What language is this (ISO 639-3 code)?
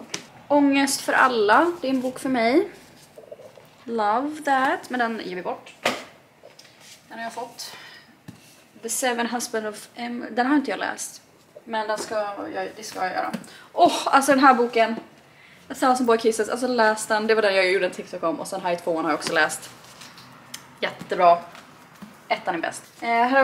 swe